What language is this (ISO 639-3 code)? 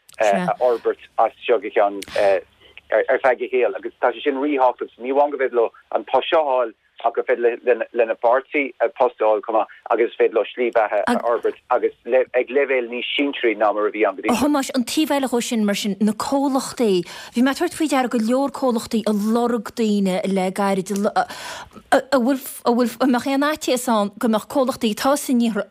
gle